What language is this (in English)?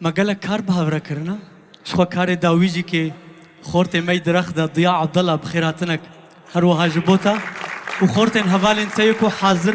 Kurdish